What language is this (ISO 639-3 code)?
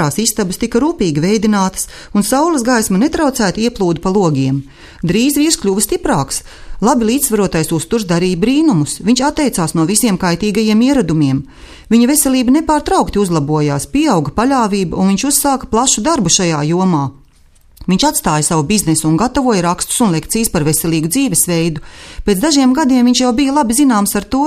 lav